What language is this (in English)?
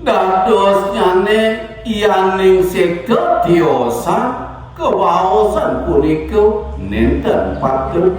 Balinese